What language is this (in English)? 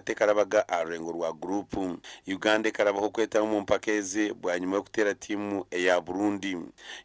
Nyankole